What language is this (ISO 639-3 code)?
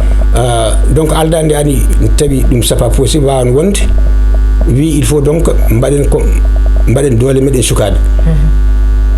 ful